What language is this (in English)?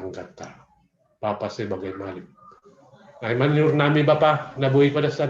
Batak Simalungun